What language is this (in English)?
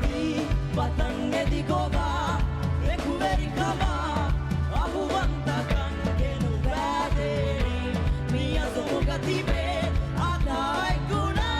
Divehi